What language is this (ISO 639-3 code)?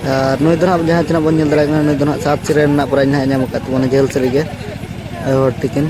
sat